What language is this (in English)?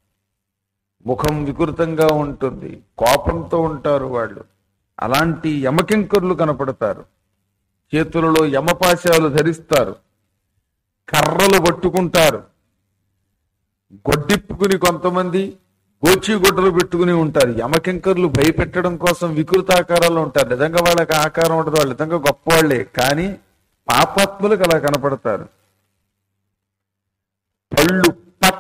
Telugu